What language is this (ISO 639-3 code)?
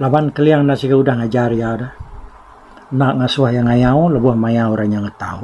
iba